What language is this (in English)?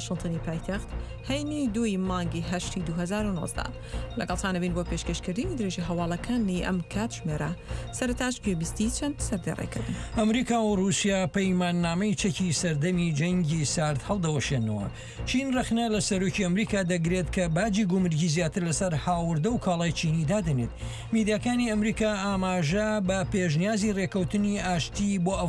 Central Kurdish